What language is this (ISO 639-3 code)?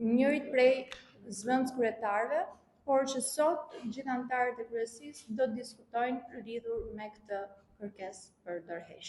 sqi